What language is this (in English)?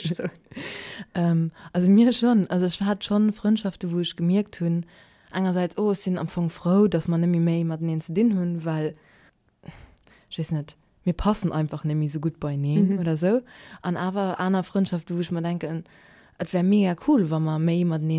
Luxembourgish